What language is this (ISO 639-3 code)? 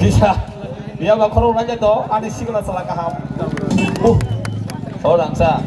trp